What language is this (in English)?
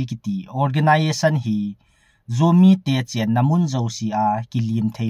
Thado Chin